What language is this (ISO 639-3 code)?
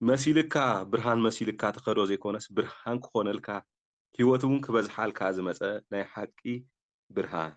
tir